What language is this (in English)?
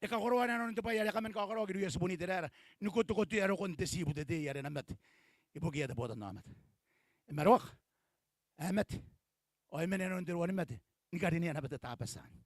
Gilbertese